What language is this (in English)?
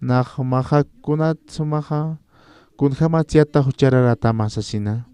Aymara